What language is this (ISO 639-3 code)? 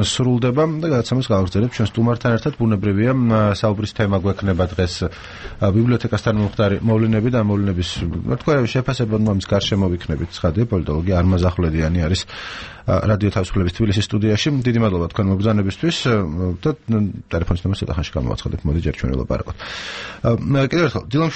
kat